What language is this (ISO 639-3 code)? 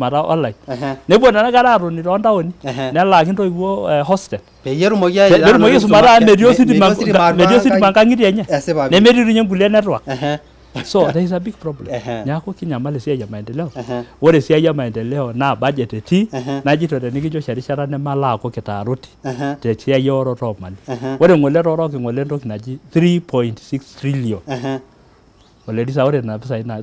mas